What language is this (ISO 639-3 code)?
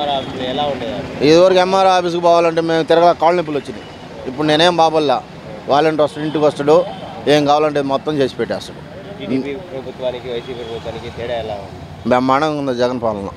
tel